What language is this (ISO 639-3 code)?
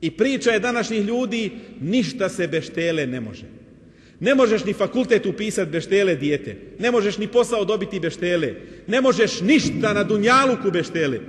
bos